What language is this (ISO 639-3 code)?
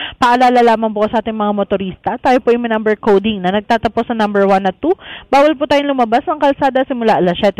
fil